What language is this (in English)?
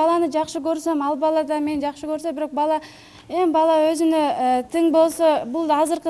Kyrgyz